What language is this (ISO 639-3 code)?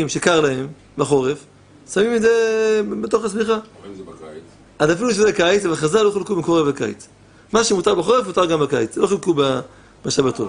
heb